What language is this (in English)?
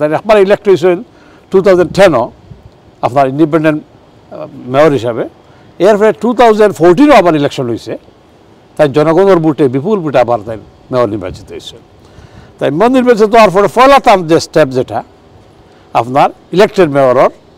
Sylheti